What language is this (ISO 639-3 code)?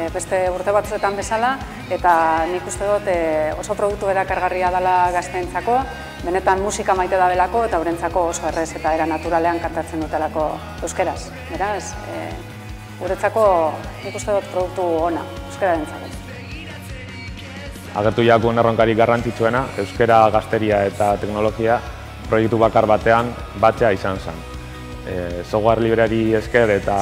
eus